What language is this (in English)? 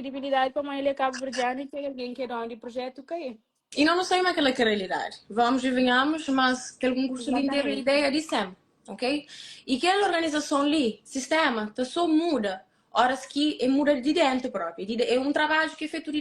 Kabuverdianu